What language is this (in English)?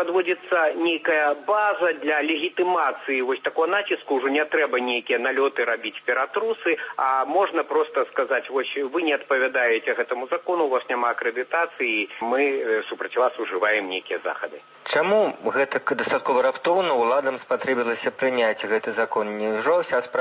Belarusian